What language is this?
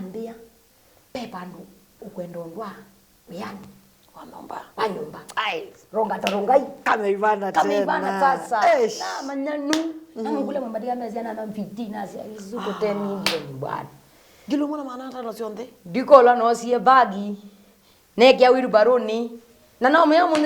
Kamba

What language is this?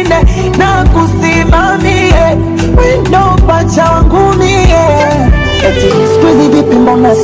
Swahili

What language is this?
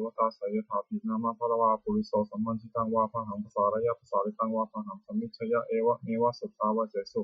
Pali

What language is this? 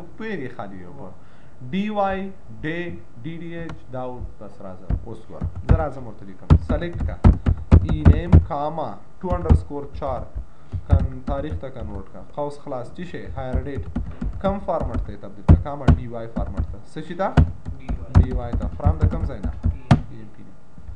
Pashto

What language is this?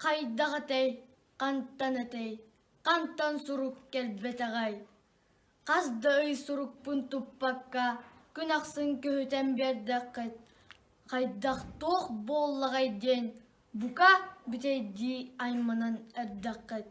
Yakut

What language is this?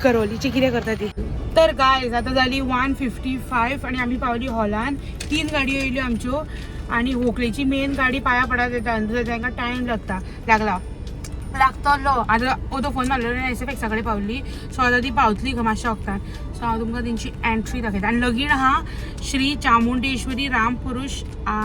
Konkani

